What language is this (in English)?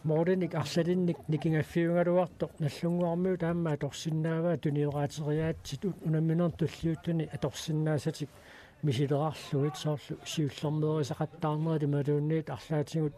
Kalaallisut